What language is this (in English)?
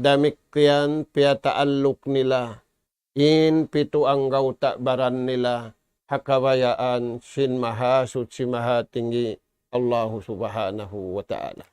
Tausug